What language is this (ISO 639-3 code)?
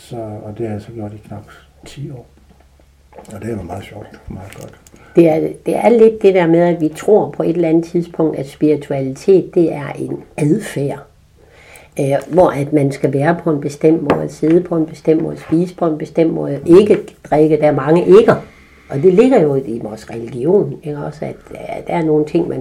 dan